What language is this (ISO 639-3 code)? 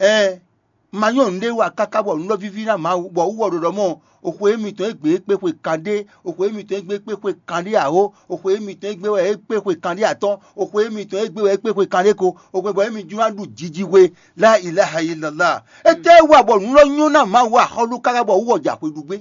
fon